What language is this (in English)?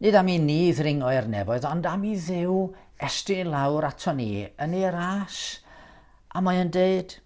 Welsh